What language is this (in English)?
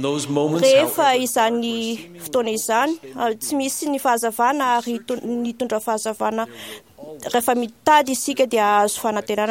Malagasy